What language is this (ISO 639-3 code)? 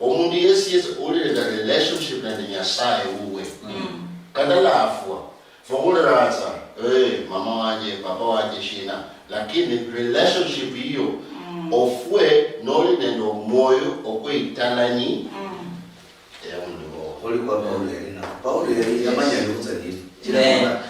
luy